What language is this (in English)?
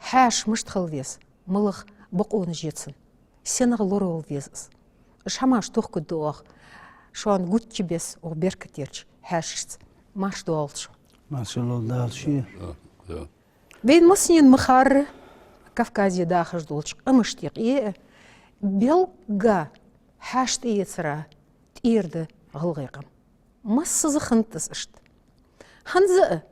Ingush